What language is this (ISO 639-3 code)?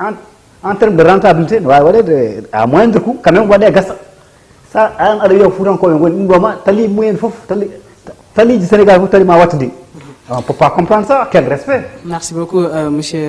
ful